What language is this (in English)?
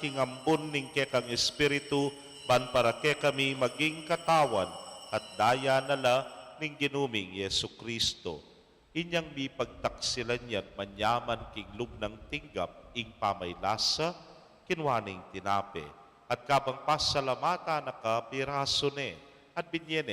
Pampanga